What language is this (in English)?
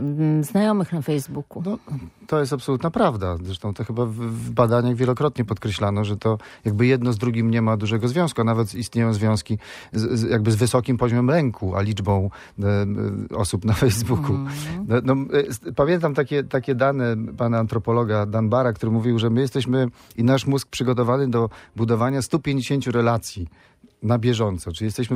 Polish